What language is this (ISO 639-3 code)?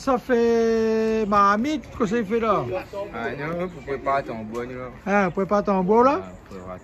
rcf